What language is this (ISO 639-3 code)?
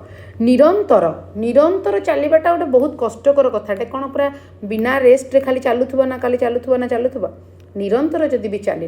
ori